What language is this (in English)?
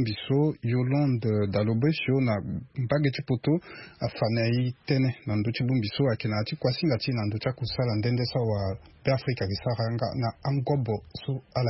Sango